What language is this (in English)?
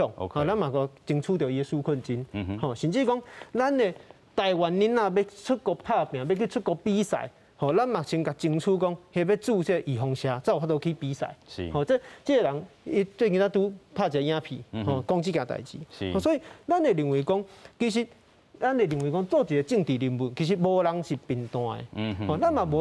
Min Nan Chinese